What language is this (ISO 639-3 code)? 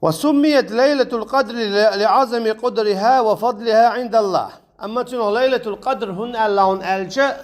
che